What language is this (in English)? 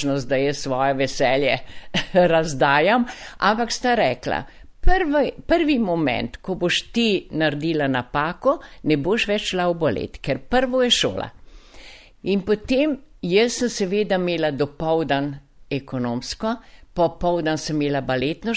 Slovenian